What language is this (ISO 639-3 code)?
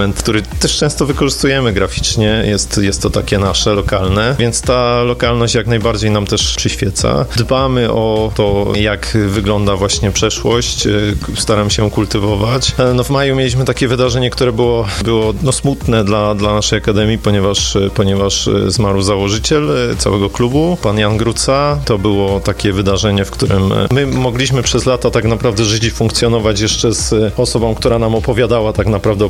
pol